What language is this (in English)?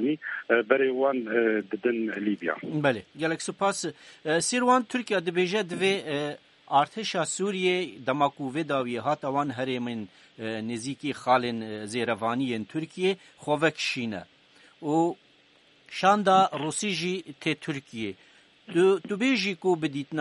Kurdish